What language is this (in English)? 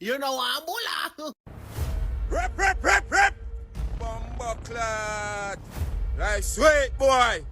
Jamaican Creole English